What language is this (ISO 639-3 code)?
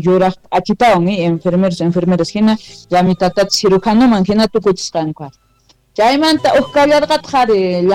que